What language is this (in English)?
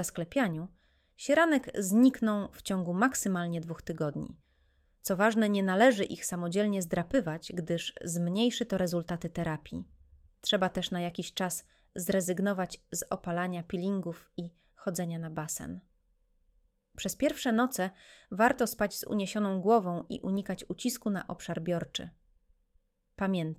Polish